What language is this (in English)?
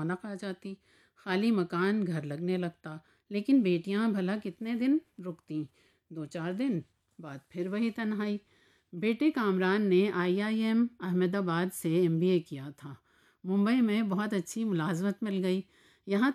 Urdu